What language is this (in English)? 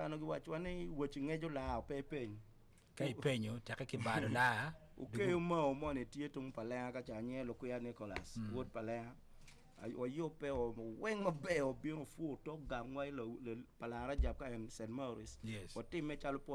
Acoli